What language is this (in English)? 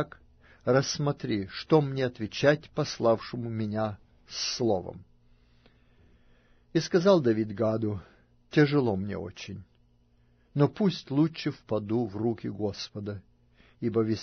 Russian